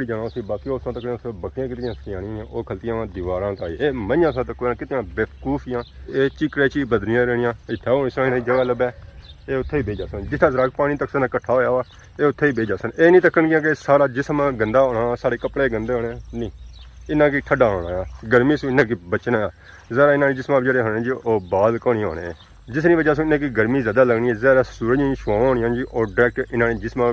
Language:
Pahari-Potwari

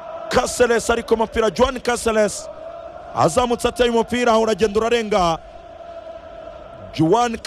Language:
Kinyarwanda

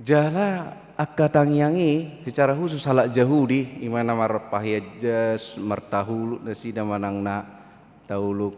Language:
Batak Toba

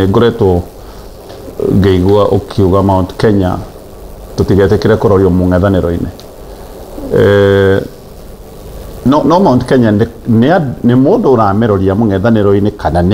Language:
Kikuyu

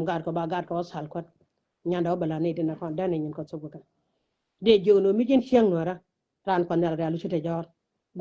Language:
Nuer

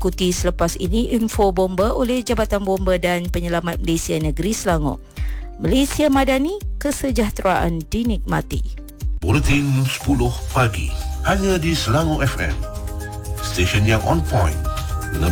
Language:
Malay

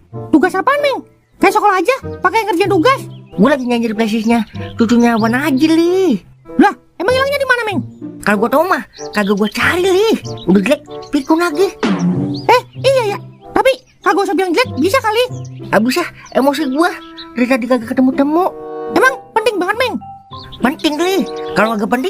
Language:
Betawi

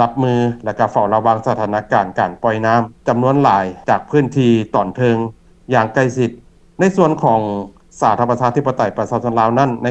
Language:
Lao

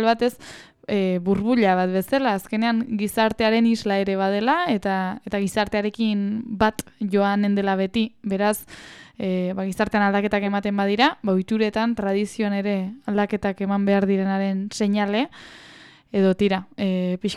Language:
Basque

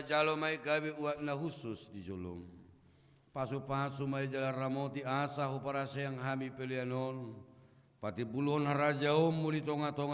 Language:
Batak Toba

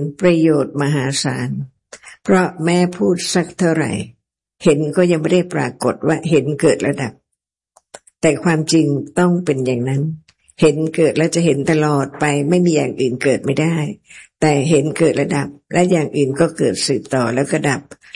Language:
Thai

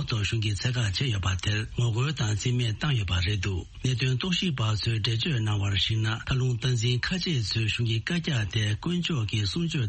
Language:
Tibetan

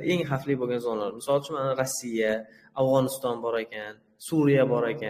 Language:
Uzbek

